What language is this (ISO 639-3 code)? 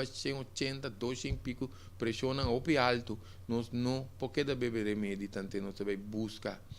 pap